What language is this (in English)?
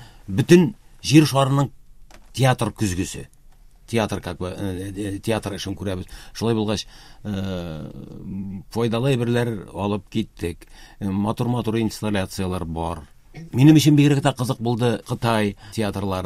Tatar